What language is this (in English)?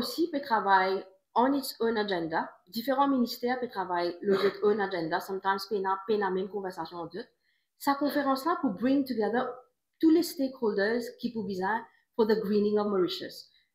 Morisyen